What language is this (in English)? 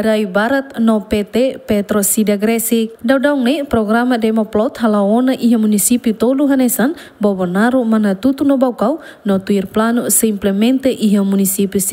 Tetum